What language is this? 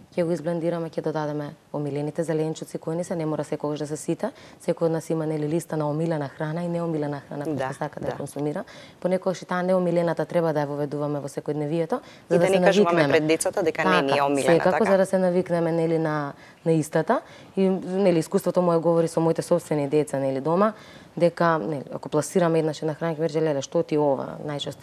Macedonian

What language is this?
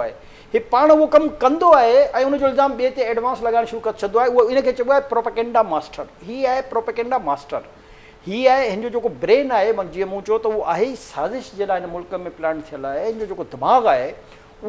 Sindhi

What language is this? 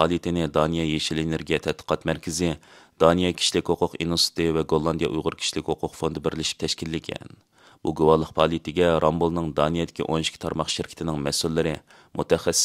Uyghur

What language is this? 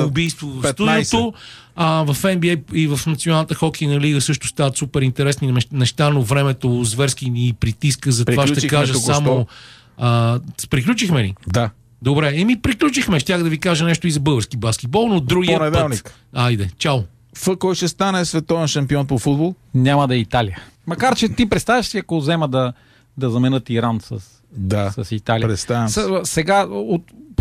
Bulgarian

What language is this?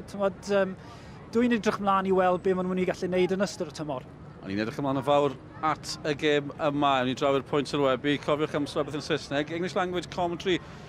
Welsh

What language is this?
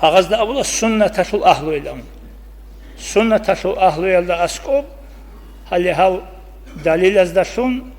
Avaric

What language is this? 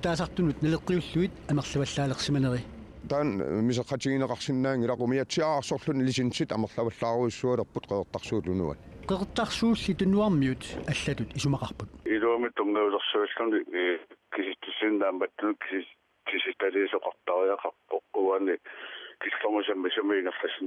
Kalaallisut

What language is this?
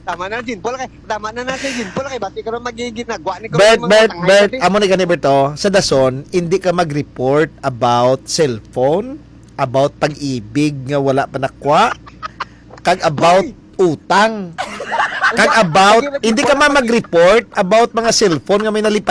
Hiligaynon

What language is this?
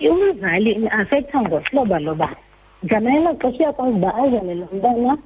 Xhosa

